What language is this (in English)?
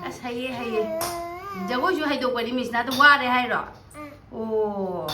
Manipuri